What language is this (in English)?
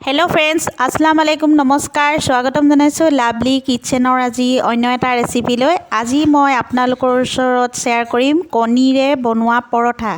Assamese